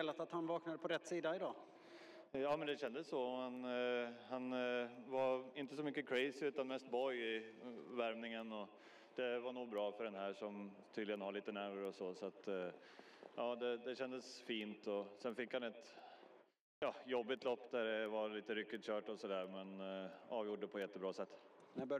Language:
Swedish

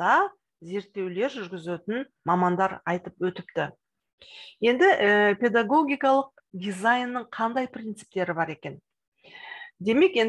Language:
Kazakh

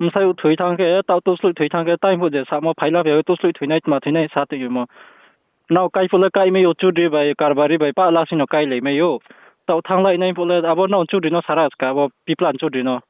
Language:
Riang (India)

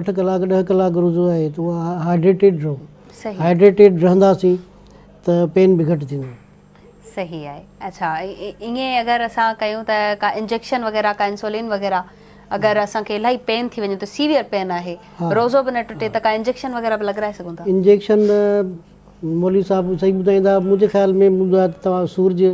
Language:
Sindhi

